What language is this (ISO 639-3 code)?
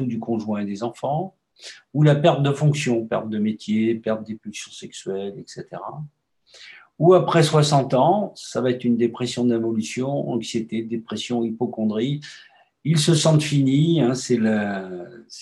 fra